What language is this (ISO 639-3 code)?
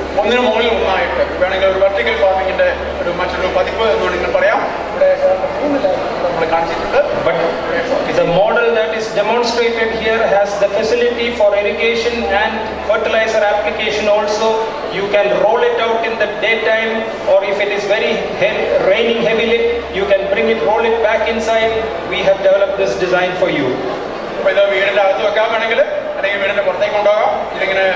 mal